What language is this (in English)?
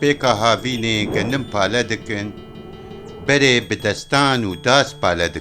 Kurdish